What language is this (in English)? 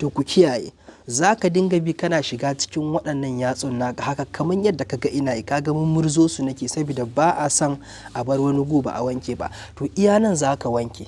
Hausa